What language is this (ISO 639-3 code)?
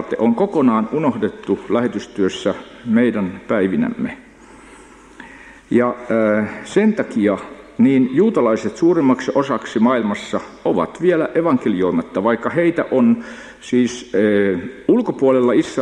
fin